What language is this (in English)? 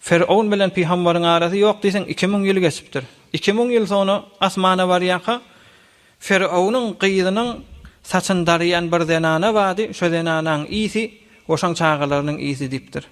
Turkmen